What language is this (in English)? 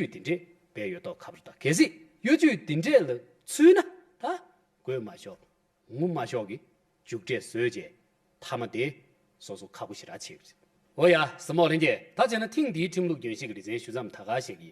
Tibetan